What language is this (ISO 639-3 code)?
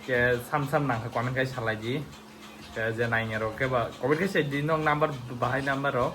trp